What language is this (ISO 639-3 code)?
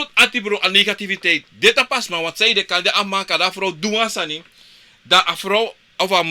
srn